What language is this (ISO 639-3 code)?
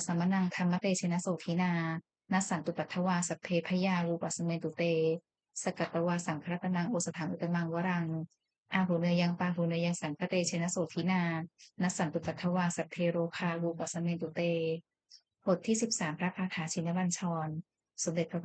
pli